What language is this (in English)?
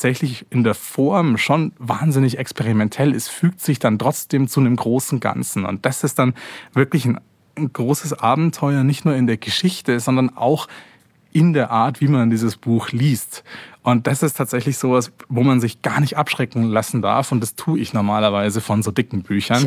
German